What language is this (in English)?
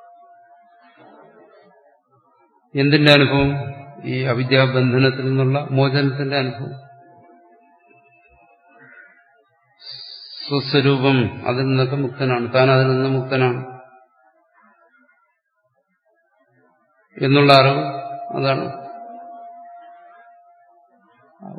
Malayalam